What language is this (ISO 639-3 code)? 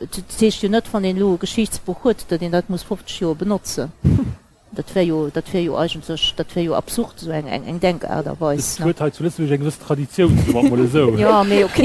ltz